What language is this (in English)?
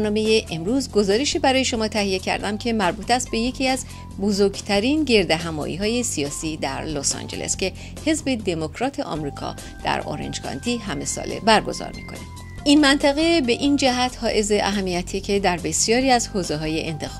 Persian